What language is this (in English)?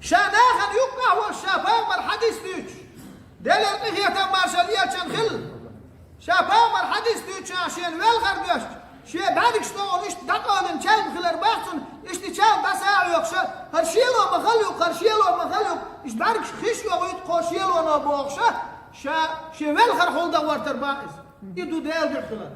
Chechen